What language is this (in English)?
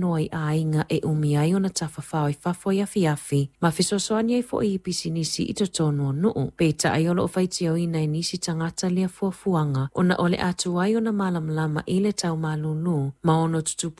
Samoan